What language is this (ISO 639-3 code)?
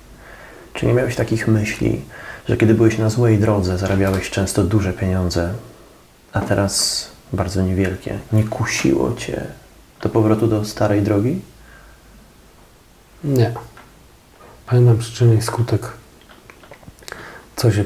pol